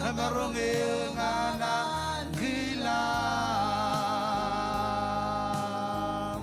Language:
Marshallese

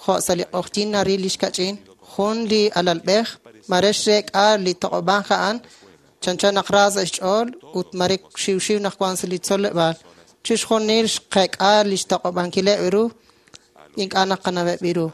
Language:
Kekchí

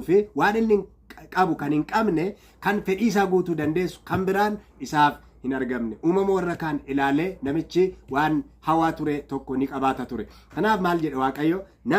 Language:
Oromo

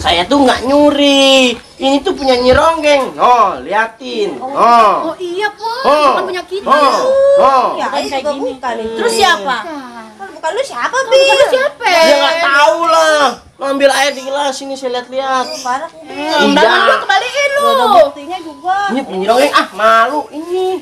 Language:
Betawi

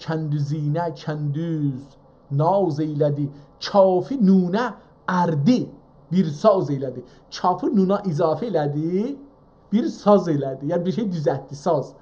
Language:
South Azerbaijani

